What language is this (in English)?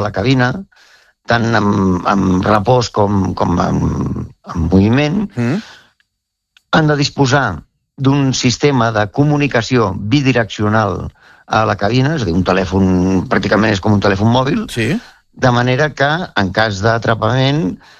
Catalan